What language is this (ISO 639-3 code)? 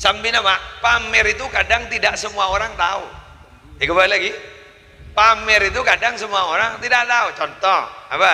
mad